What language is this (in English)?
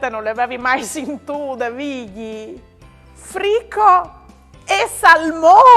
Friulian